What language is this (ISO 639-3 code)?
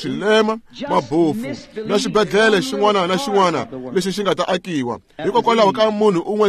tso